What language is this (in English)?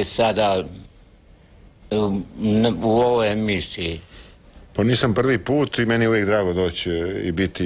Croatian